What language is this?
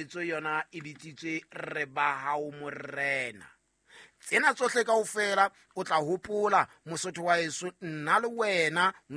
Southern Sotho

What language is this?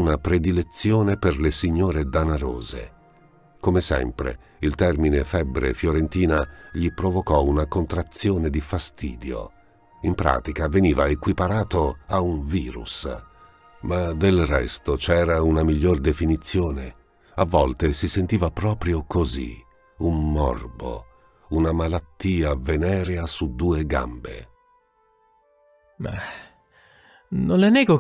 Italian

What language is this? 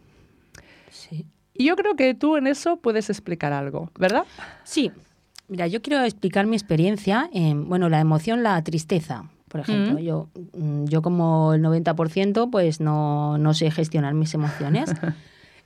Spanish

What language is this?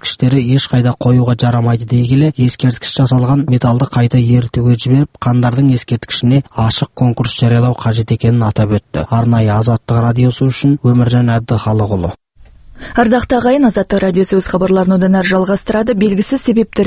Kazakh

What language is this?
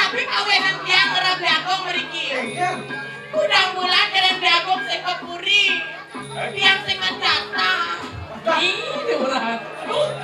Balinese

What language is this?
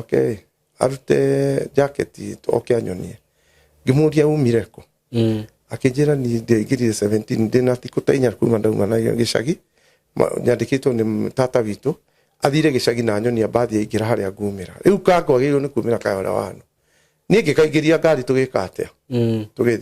Kikuyu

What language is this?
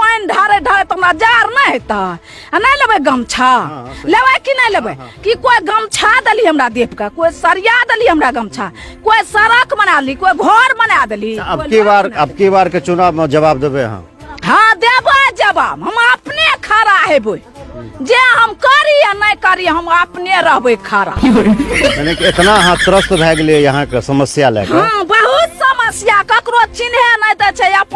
Maithili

